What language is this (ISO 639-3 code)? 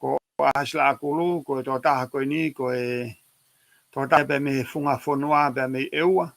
ton